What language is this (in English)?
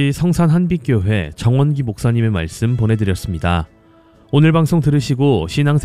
Korean